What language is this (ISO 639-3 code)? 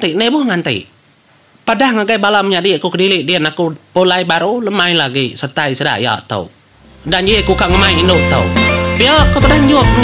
iba